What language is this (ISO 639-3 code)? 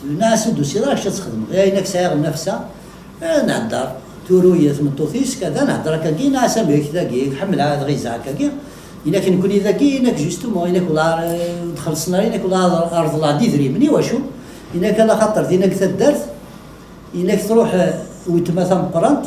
kab